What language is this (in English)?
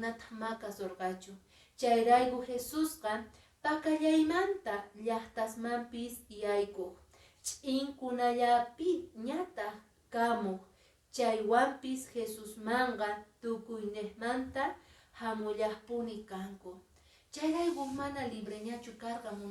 Quechua